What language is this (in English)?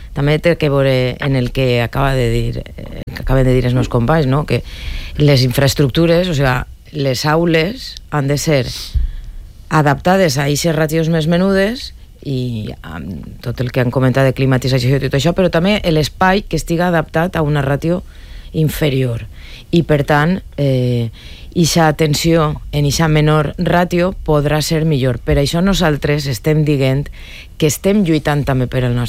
Catalan